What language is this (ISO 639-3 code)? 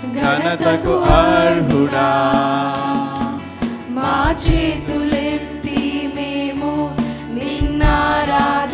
tel